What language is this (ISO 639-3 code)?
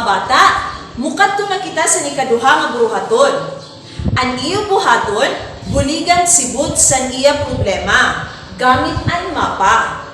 war